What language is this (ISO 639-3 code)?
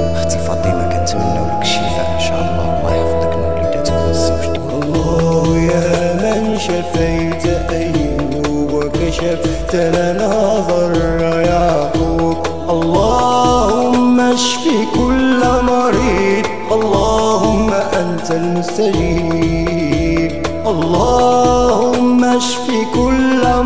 ary